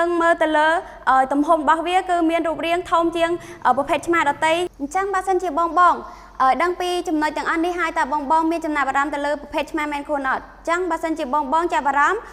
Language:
Khmer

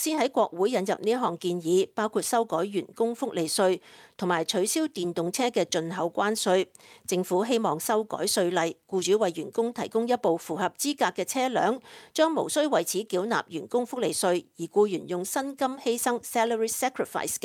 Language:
Cantonese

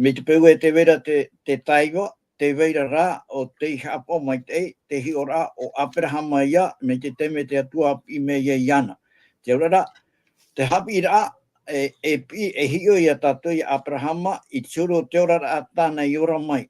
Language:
Tahitian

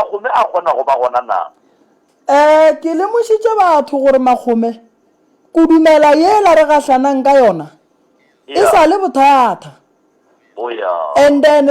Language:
Northern Sotho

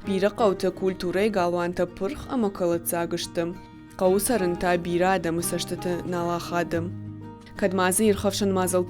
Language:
Ossetic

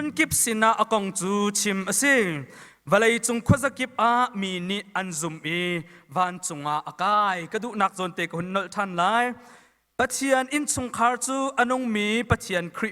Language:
Hakha Chin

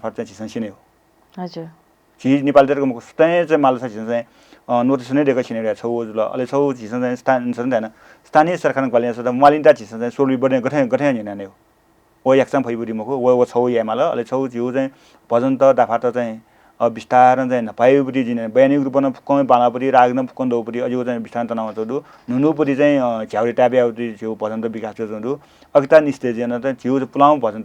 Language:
Newari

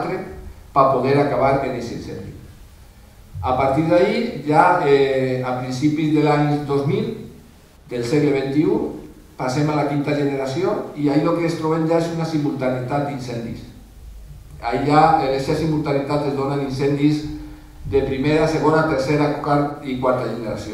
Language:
Catalan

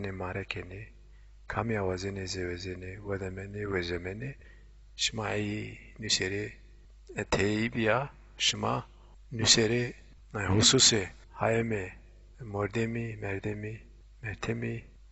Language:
Zaza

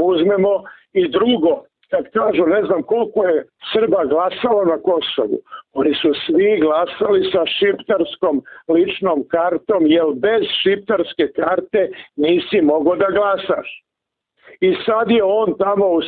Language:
Serbian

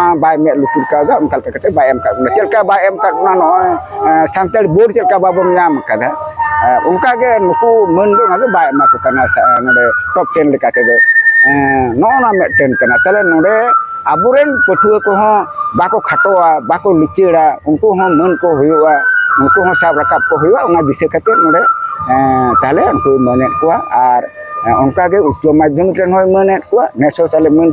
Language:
Santali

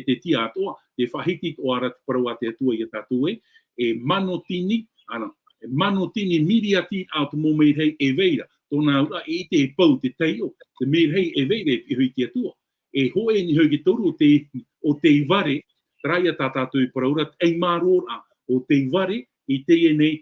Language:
Tahitian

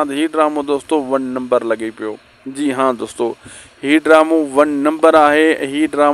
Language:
Sindhi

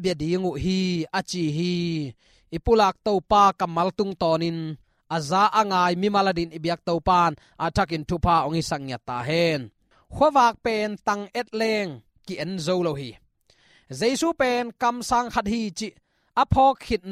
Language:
Tedim Chin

